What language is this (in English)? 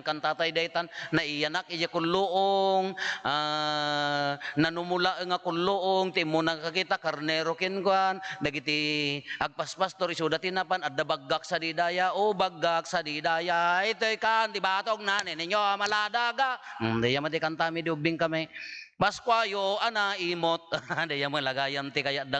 Iloko